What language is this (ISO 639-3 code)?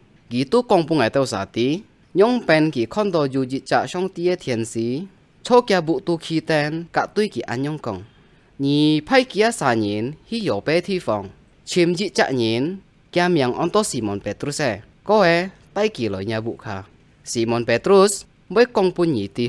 hak